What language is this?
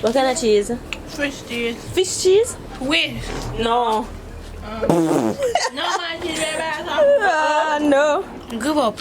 Jamaican Creole English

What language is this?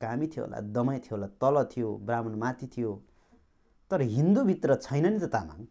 Nepali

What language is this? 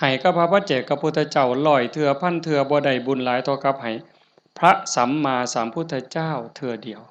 Northeastern Thai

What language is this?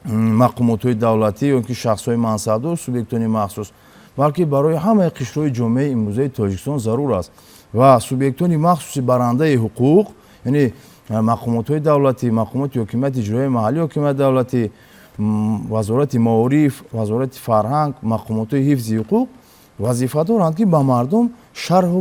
Tajik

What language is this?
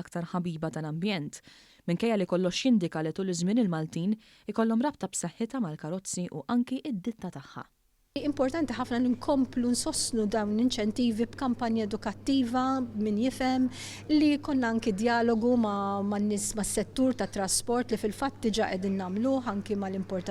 Maltese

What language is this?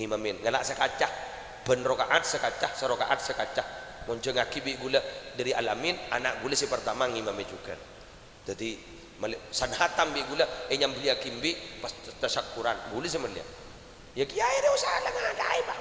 Madurese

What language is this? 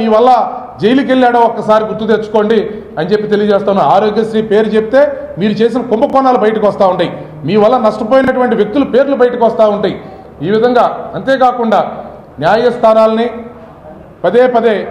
Telugu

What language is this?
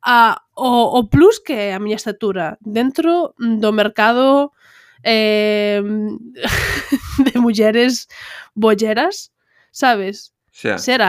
Galician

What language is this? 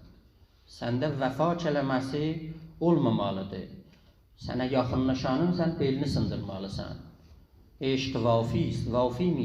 South Azerbaijani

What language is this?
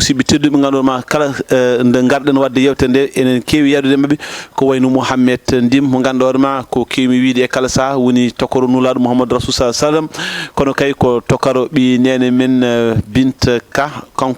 Fula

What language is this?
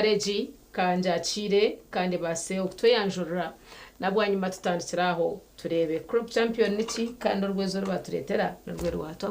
Nyankole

